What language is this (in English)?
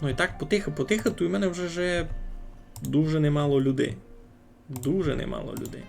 Rusyn